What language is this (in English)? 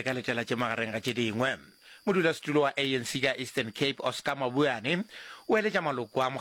Northern Sotho